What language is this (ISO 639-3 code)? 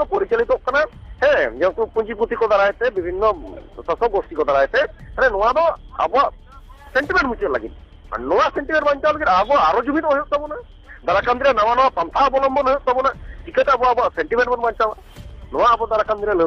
sat